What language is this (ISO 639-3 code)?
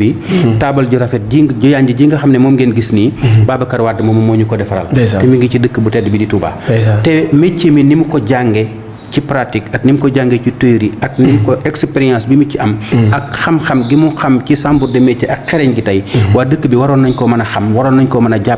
wol